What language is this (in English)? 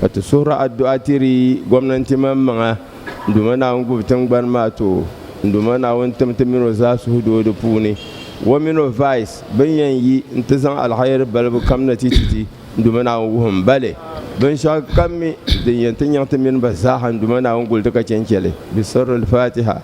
Dagbani